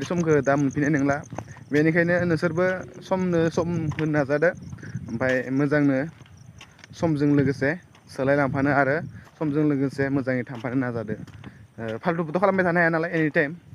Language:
Bodo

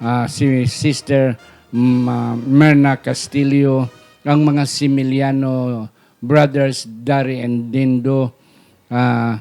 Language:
Hiligaynon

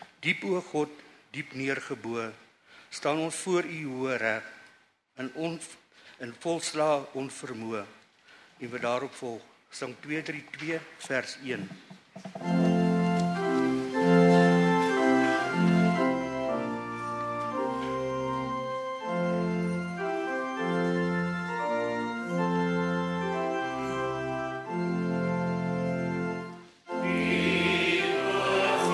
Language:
Afrikaans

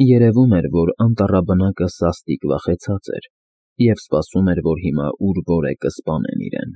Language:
Armenian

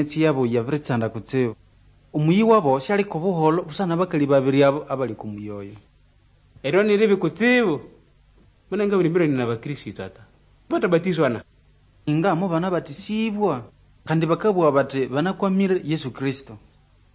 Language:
Nande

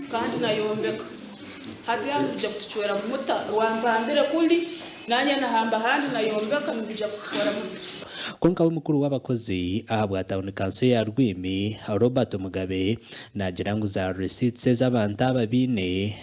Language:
Nyankole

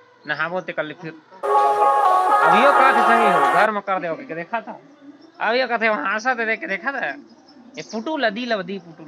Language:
Chhattisgarhi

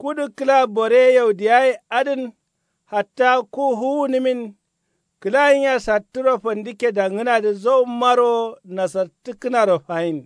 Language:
Kanuri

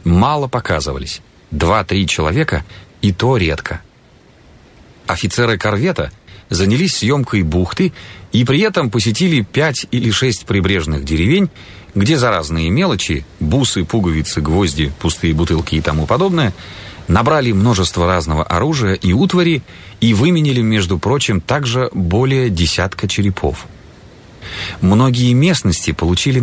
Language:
Russian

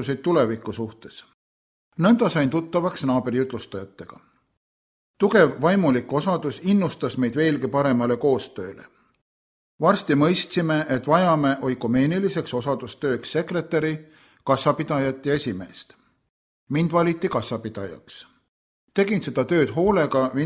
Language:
Estonian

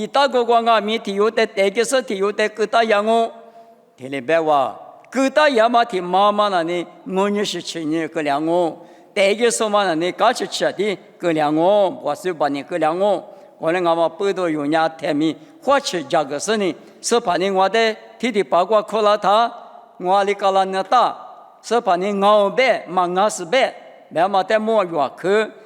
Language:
Lisu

